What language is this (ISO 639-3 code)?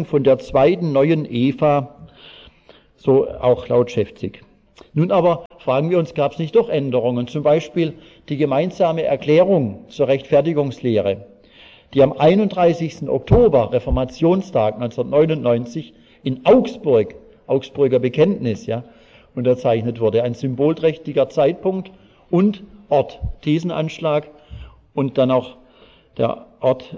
deu